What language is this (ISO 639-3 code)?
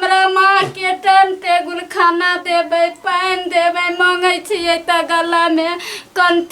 mai